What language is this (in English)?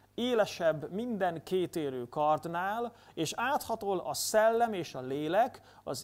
Hungarian